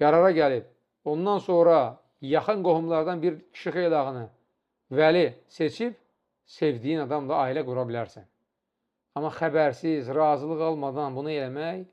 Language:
Azerbaijani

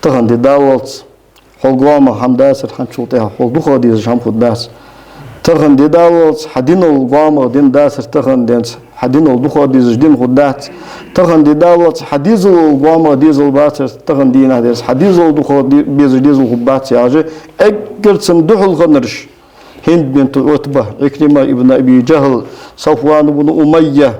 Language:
Ingush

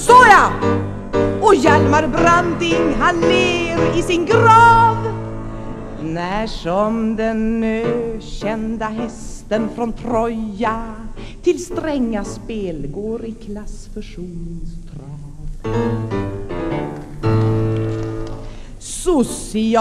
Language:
Swedish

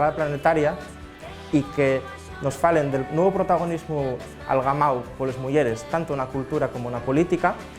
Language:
Asturian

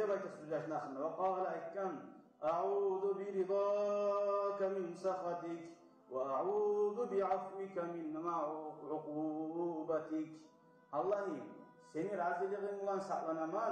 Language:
Kumyk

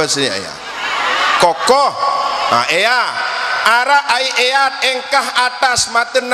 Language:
Sasak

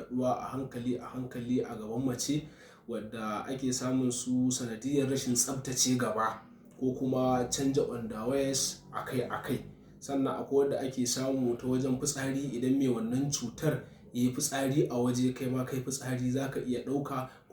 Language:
Hausa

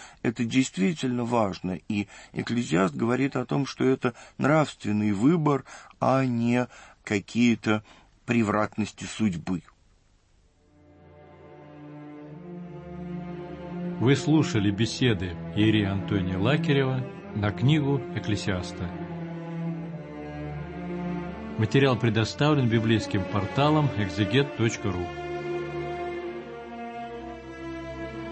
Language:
Russian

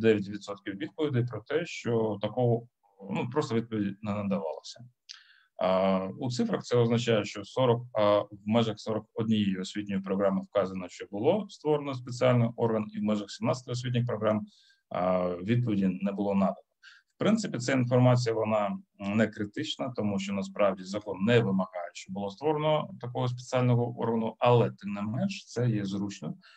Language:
Ukrainian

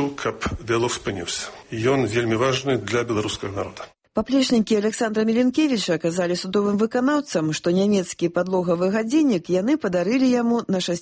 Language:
Belarusian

